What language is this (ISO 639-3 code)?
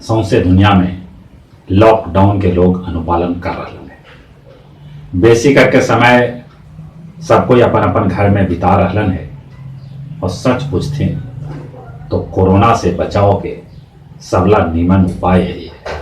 mag